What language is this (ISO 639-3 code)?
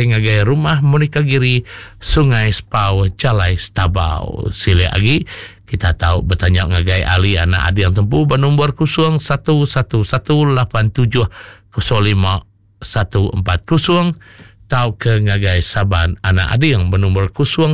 iba